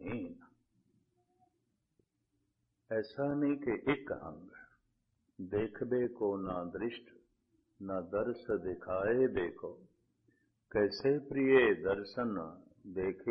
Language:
Punjabi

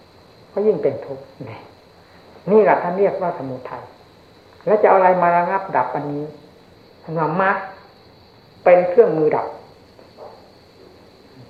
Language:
Thai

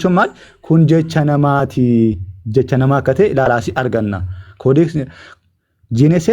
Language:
Oromo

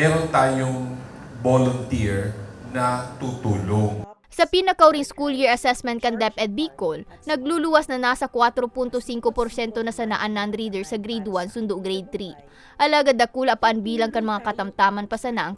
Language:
Bikol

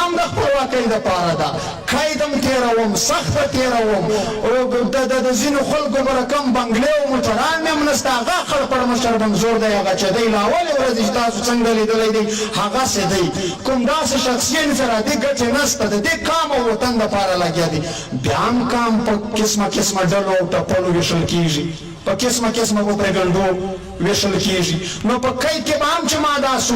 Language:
Pashto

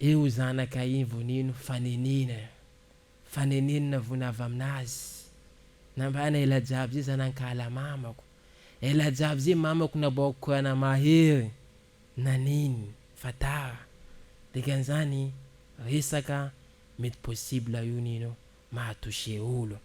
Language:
Malagasy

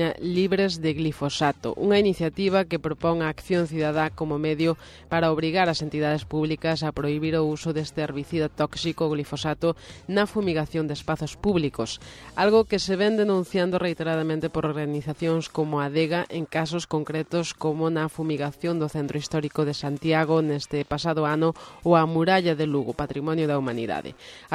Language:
Galician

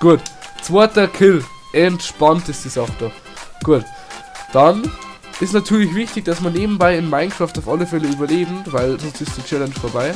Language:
Bavarian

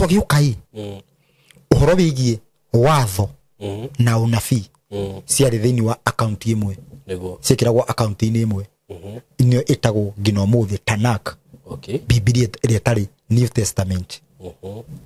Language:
Kikuyu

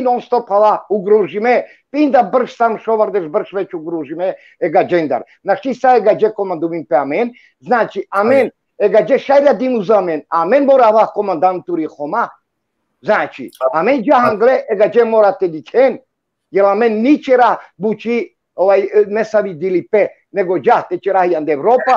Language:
Balkan Romani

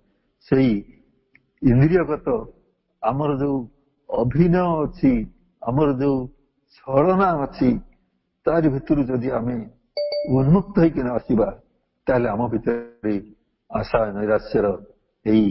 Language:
Odia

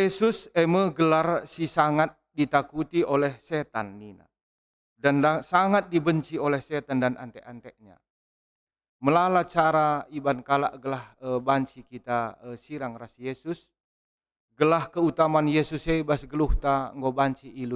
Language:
Batak Karo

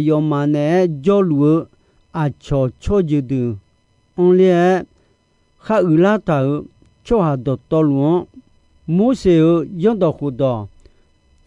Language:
Akha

